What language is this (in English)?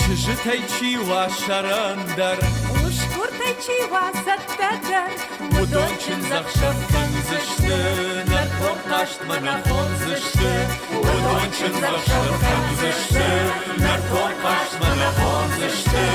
Ossetic